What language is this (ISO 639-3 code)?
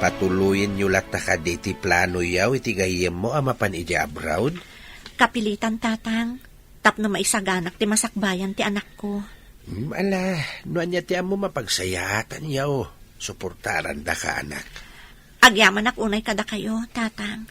ilo